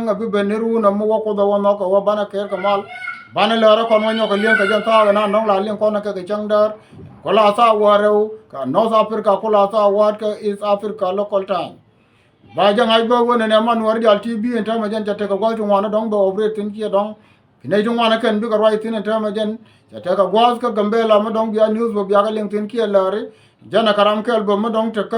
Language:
Nuer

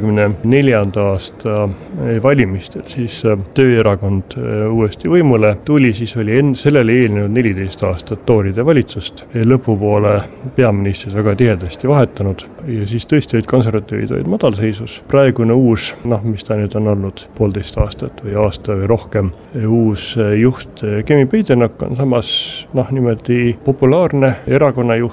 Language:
Estonian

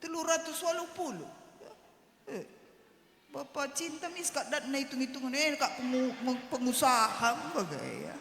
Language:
Batak Karo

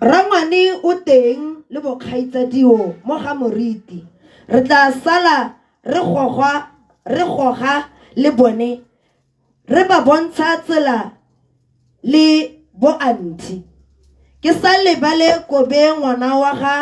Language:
Tswana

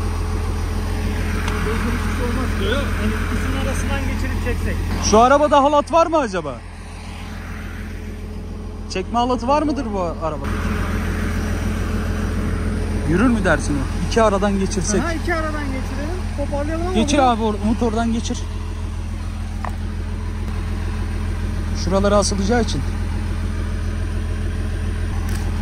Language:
Turkish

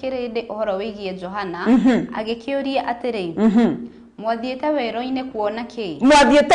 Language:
Kikuyu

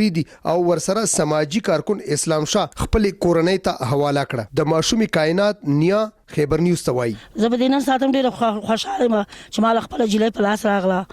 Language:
Pashto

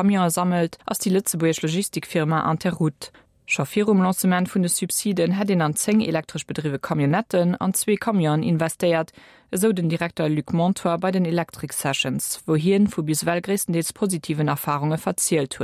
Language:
Luxembourgish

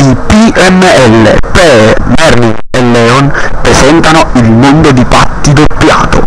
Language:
Neapolitan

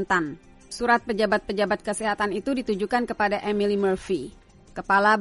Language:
Indonesian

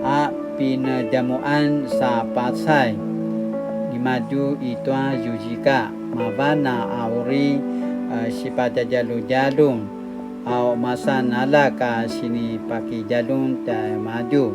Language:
Paiwan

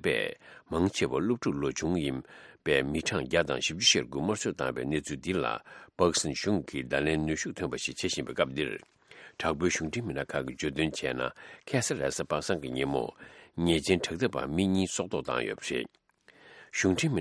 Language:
Tibetan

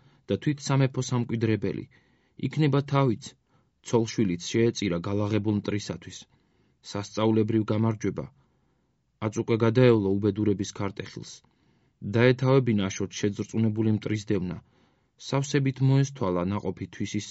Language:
Georgian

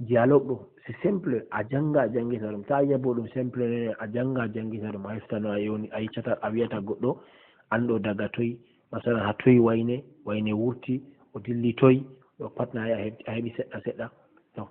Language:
Fula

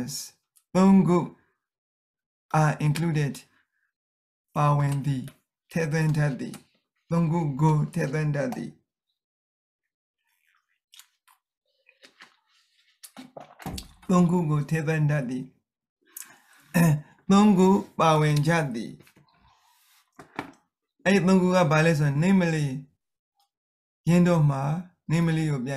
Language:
Burmese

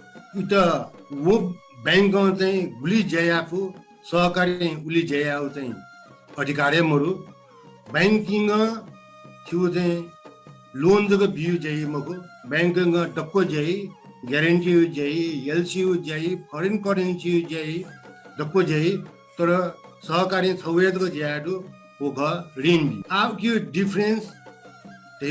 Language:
Newari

